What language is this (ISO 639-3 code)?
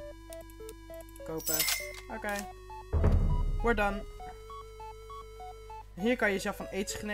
nld